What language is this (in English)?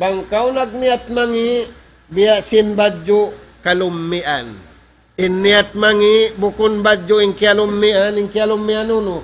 Tausug